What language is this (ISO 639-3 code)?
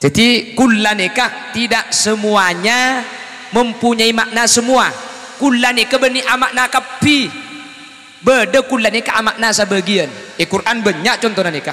mad